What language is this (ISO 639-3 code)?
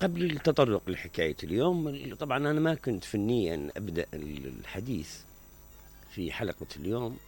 acm